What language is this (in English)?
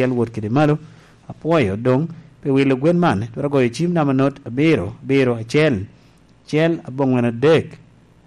Lango (Uganda)